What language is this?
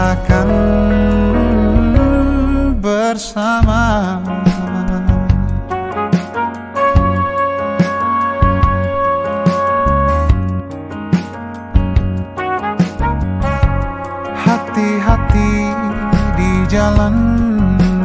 Indonesian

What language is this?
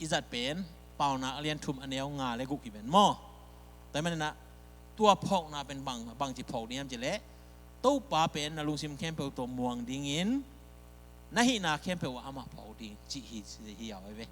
Tedim Chin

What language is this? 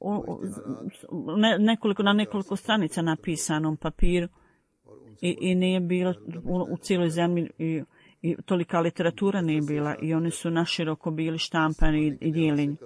Croatian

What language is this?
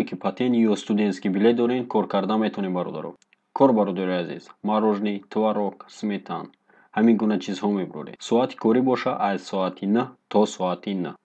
Tajik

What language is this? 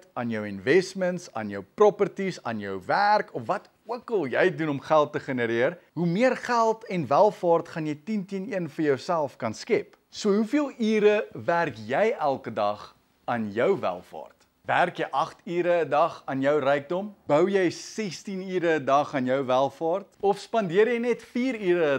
Afrikaans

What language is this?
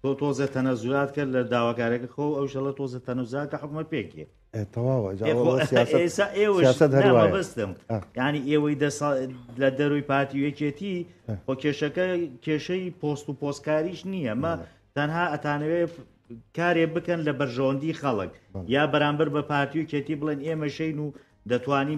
Central Kurdish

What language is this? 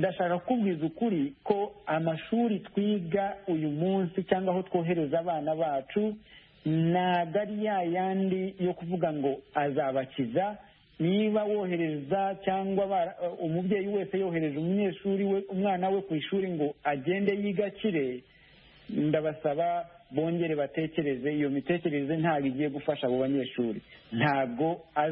Kinyarwanda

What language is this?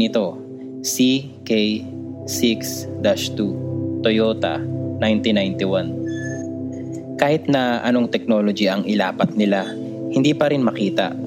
Filipino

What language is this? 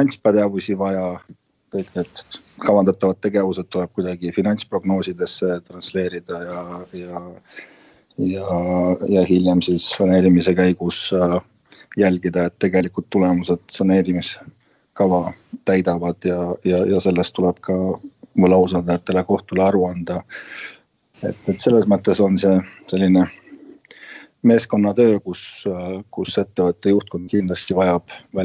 Estonian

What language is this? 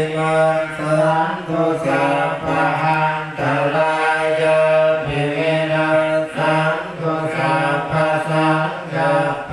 Pali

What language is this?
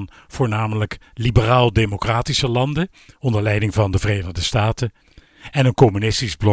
Dutch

